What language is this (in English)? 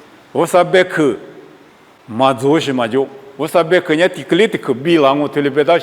Lisu